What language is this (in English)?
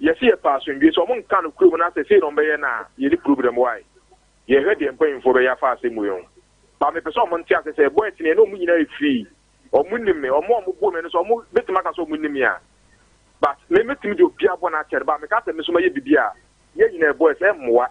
Akan